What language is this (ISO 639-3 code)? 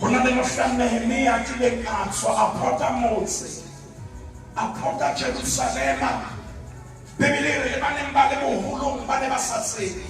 sot